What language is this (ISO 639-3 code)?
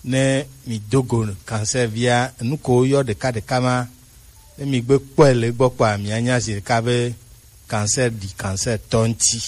gej